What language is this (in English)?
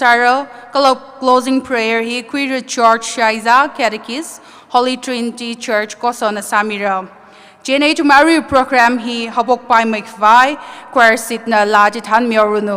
Tangkhul Naga (India)